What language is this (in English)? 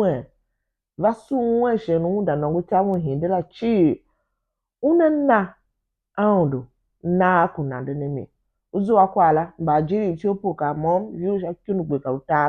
Tiv